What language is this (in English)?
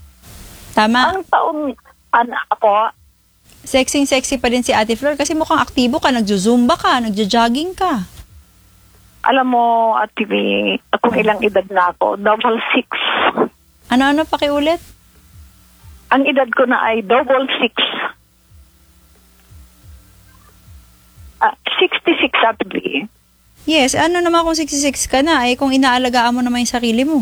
Filipino